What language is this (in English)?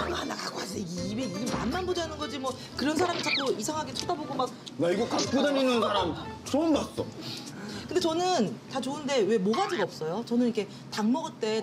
Korean